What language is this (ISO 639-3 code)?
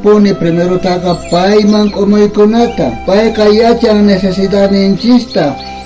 quh